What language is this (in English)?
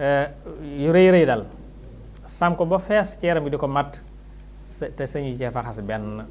Wolof